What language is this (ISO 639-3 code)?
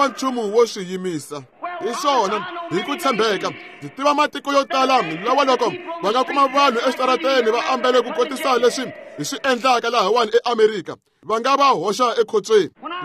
tso